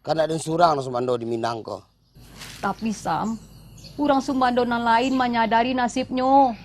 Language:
Minangkabau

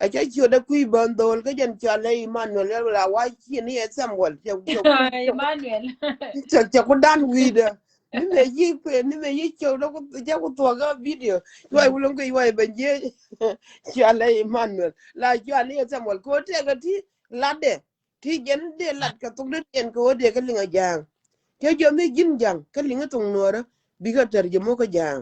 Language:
Nuer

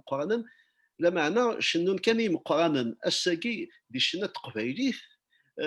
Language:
Kabyle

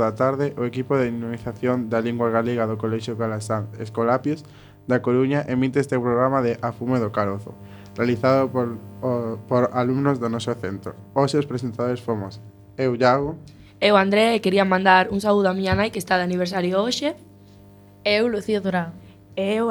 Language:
Galician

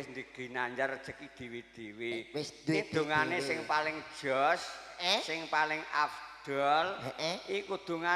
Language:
Javanese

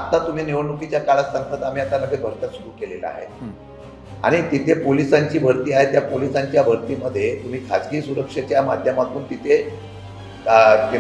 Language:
Marathi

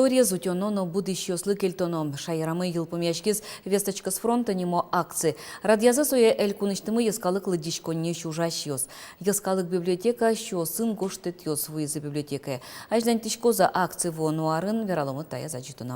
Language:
Udmurt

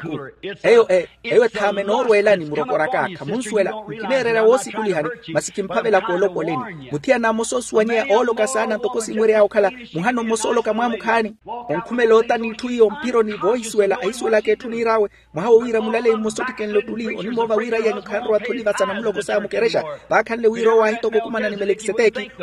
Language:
Makhuwa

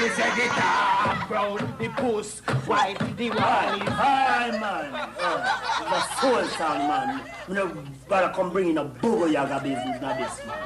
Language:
Jamaican Creole English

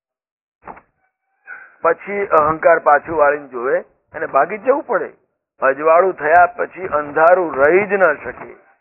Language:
Gujarati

